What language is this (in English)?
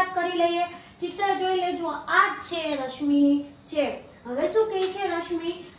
Gujarati